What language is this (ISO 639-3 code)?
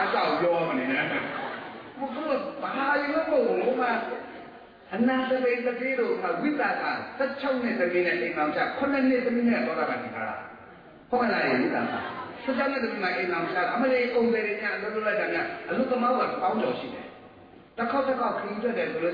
mya